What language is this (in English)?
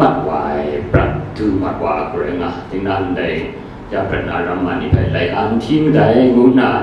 Kachin